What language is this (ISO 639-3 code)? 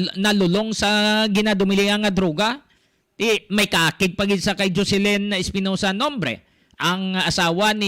hil